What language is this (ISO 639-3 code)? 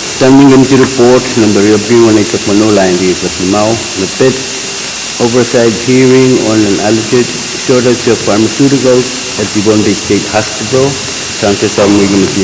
pon